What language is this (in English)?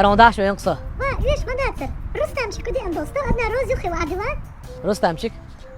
Chechen